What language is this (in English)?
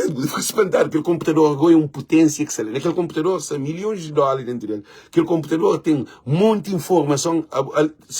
Kabuverdianu